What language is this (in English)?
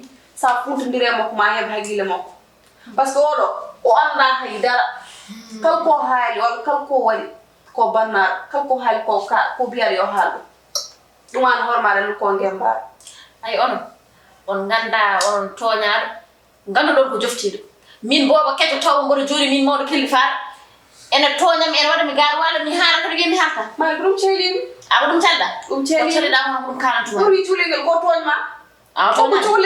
Fula